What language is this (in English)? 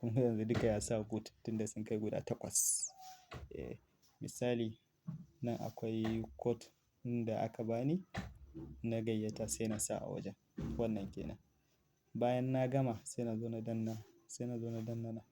Hausa